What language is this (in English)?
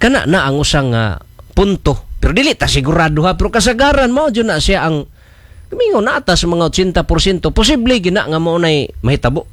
Cebuano